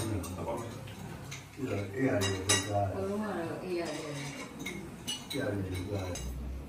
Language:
Burmese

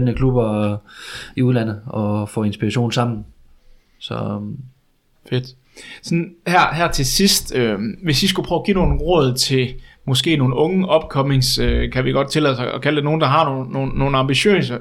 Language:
Danish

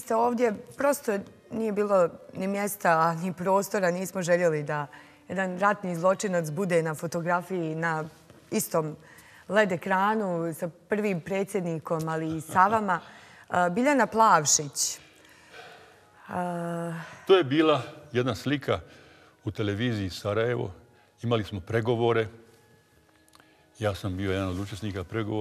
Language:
Bosnian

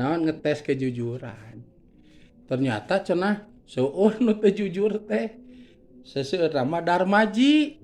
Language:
Sundanese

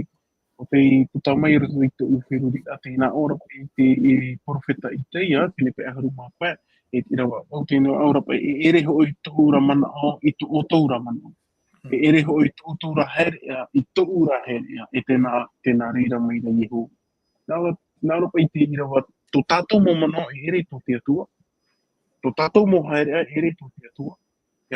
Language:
Tahitian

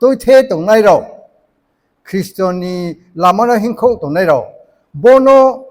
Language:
Riang (India)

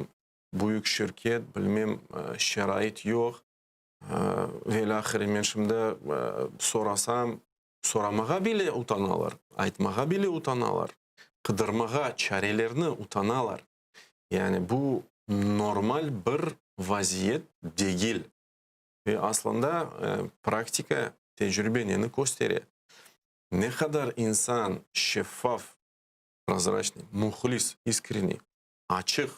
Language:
Crimean Tatar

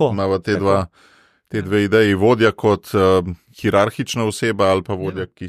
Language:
Slovenian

